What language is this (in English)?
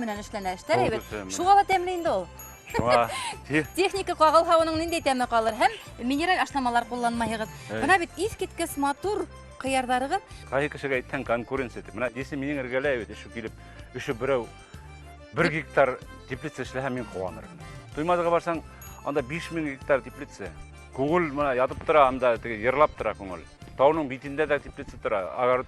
Bashkir